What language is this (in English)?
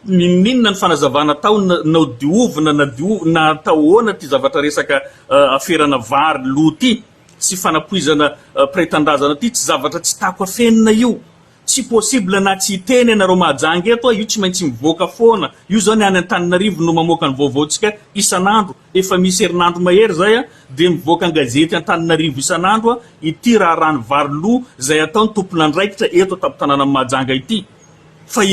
Malagasy